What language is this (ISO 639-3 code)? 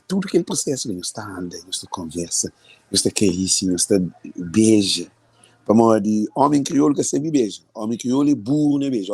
kea